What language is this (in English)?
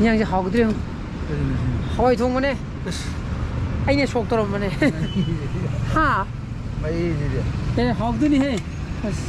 Manipuri